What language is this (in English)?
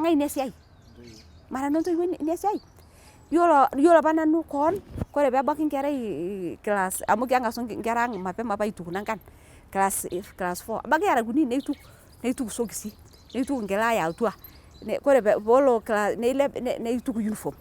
Masai